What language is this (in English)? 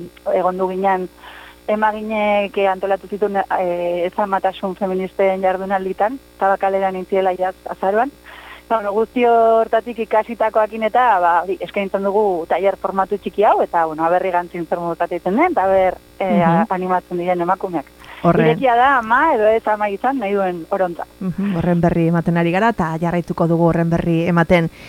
Basque